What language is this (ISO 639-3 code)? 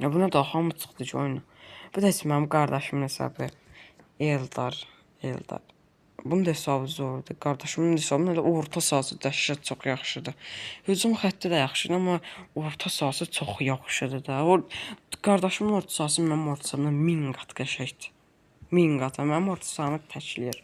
aze